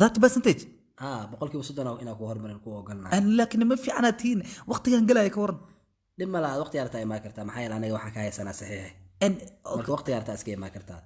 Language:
Somali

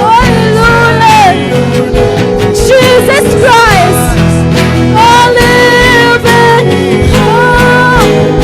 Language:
Waray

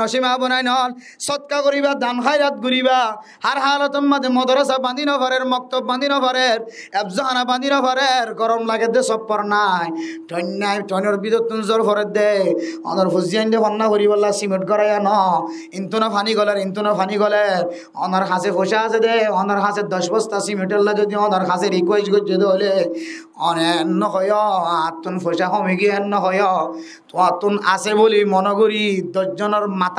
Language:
Rohingya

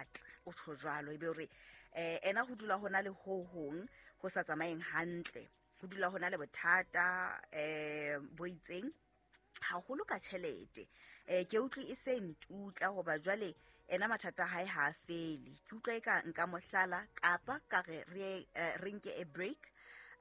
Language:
Southern Sotho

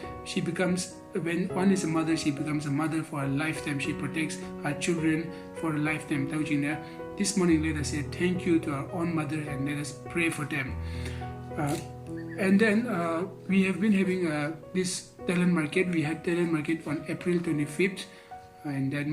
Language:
Konyak Naga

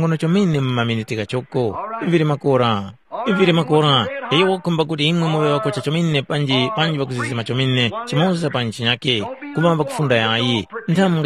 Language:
Tumbuka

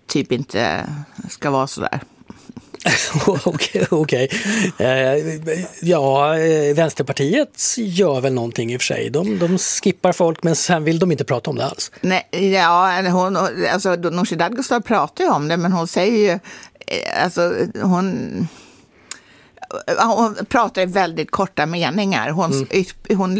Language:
Swedish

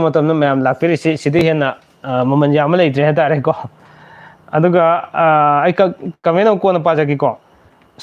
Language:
Manipuri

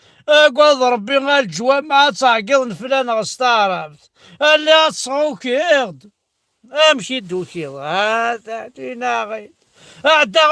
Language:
Kabyle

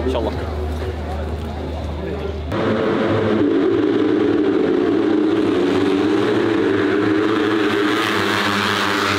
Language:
Malay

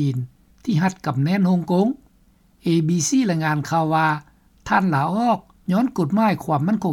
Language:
Lao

